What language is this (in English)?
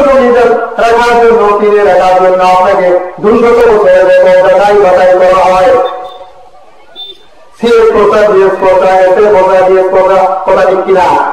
Bangla